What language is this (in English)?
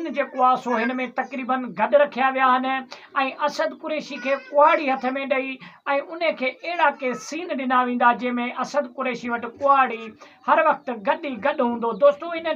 Sindhi